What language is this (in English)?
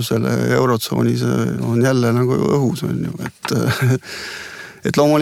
Estonian